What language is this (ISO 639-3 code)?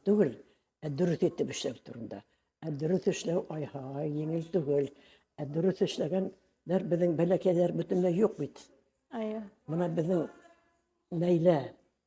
bak